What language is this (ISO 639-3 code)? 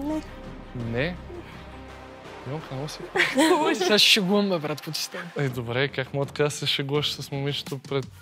bul